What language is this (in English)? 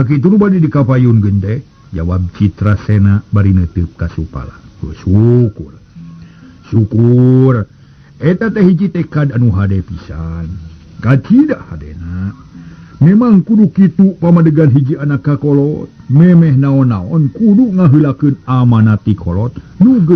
Sundanese